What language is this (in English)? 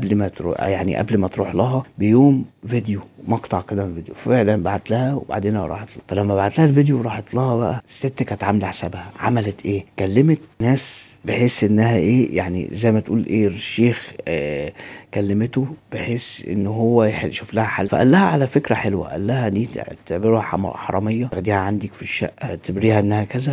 Egyptian Arabic